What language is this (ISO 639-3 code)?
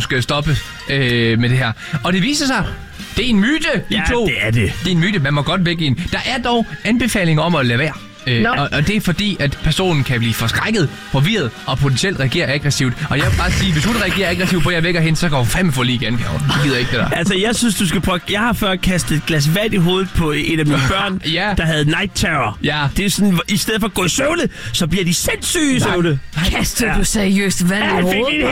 dan